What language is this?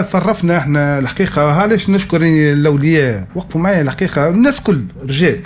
Tunisian Arabic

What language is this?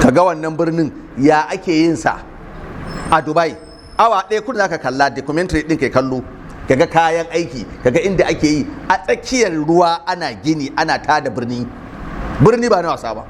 Hausa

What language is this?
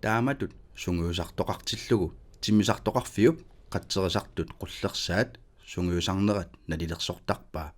Kalaallisut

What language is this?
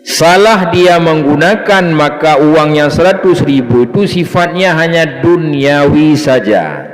Achinese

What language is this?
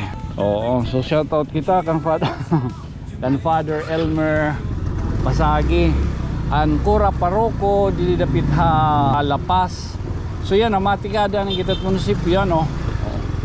Waray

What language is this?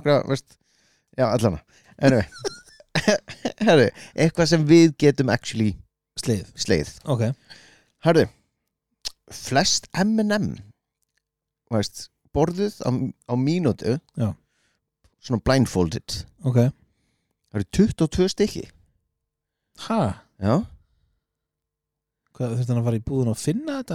Icelandic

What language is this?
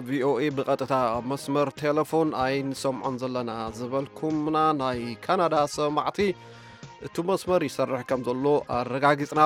Tigrinya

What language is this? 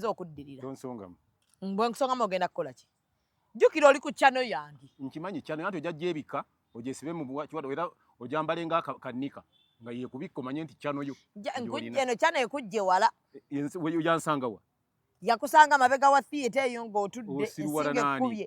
Ganda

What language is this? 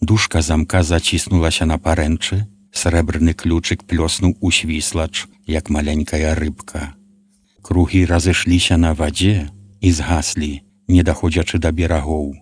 Belarusian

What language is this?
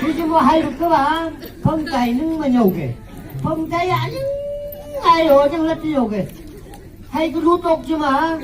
Phom Naga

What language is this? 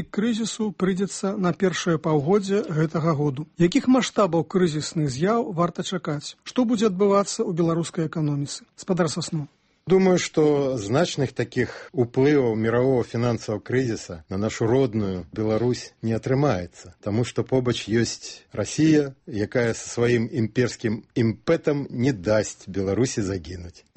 Belarusian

